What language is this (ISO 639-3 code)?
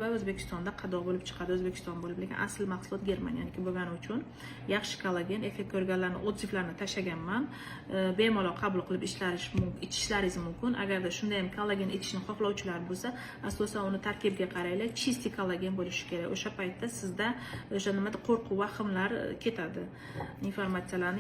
uzb